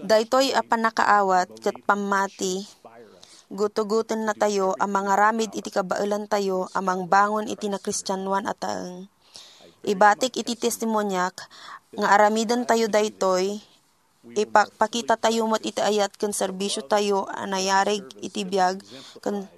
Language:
Iloko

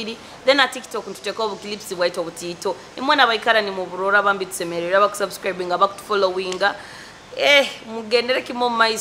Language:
Nyoro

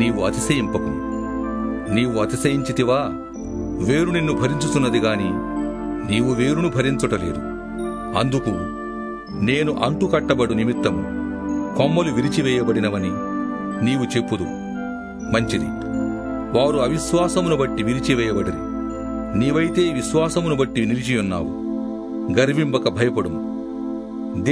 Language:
Telugu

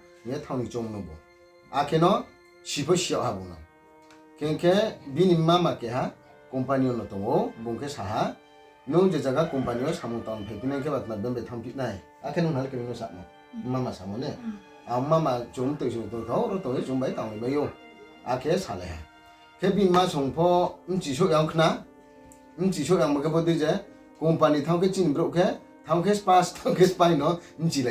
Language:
Riang (India)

